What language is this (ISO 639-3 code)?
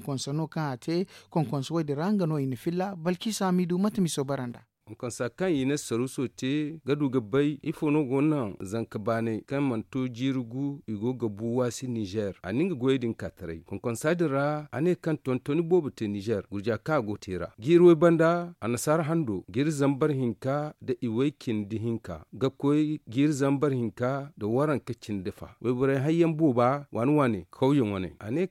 dje